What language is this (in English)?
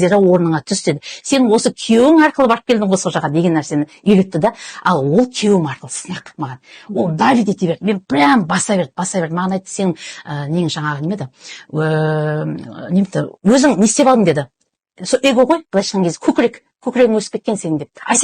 Kazakh